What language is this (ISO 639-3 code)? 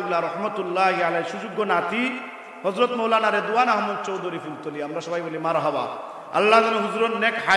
syl